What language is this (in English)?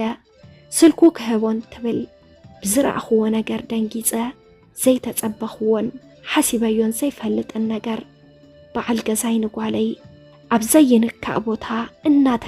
Tigrinya